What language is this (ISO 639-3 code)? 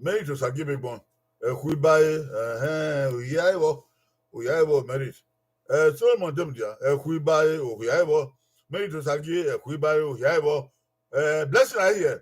bin